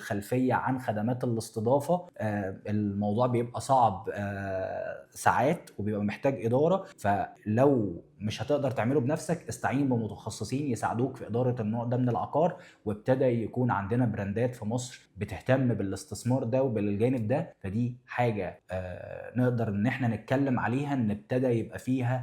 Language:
Egyptian Arabic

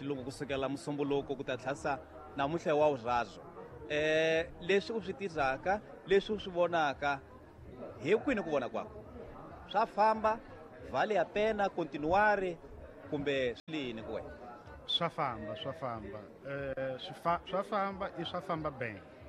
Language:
Tsonga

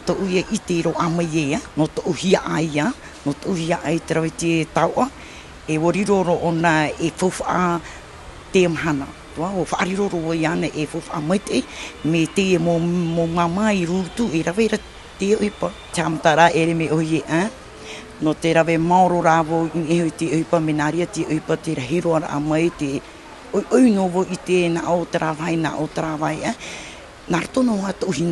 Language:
Tahitian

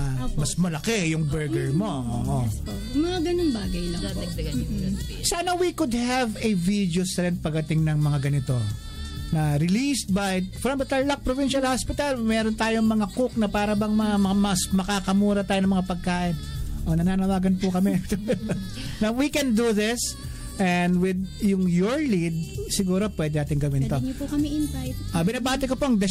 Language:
Filipino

